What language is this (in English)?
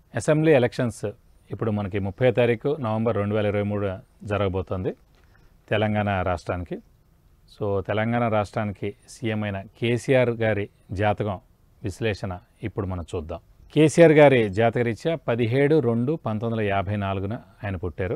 Telugu